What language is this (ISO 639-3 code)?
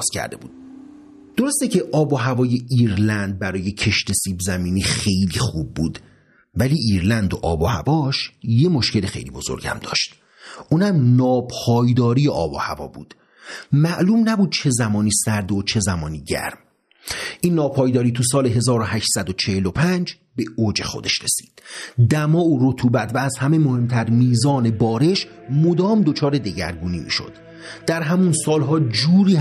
fas